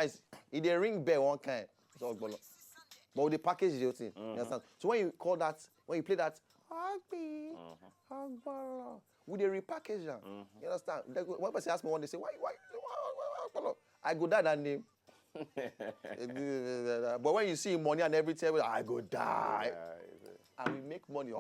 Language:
Nigerian Pidgin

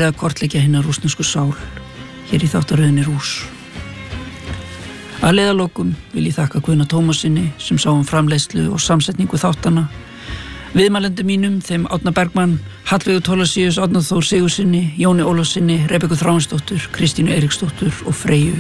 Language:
Icelandic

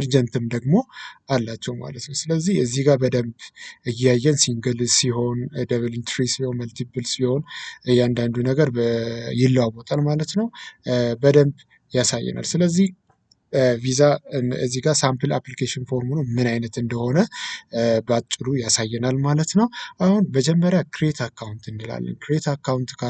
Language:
Amharic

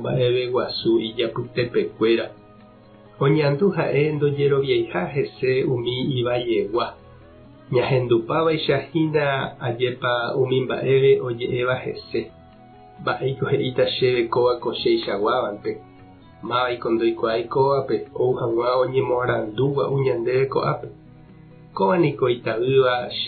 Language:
Guarani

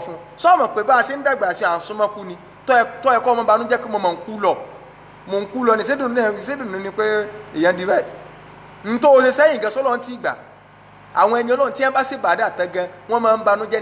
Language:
Yoruba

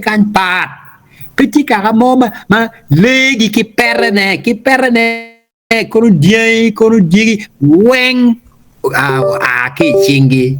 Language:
Acoli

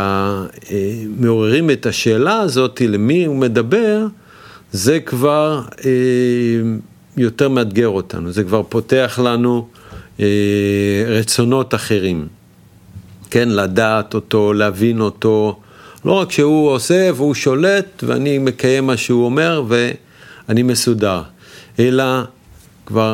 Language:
Hebrew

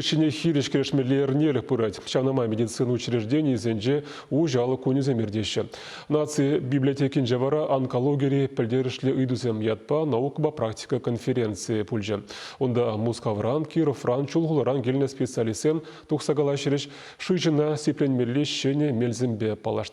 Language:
Chuvash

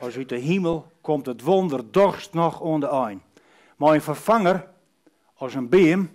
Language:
Western Frisian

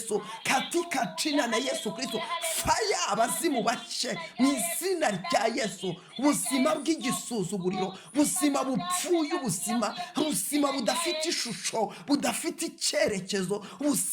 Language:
Kinyarwanda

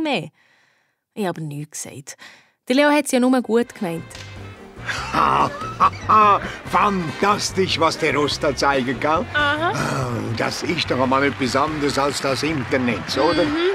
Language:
Swiss German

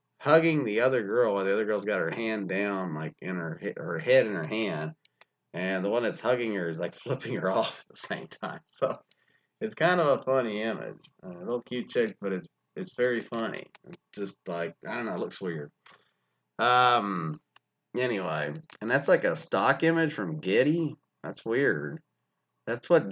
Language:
English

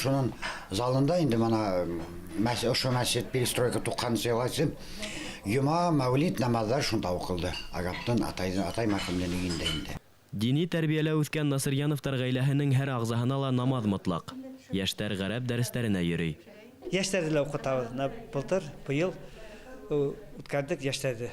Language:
Bashkir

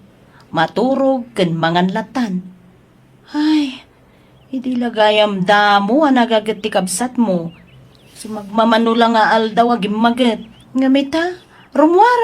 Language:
Iloko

